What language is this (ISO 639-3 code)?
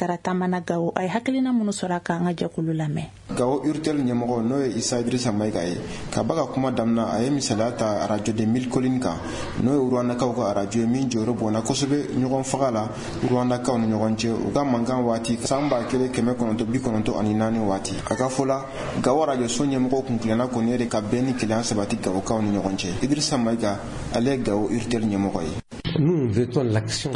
bam